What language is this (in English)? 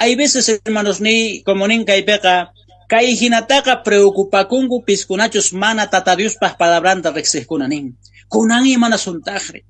South Bolivian Quechua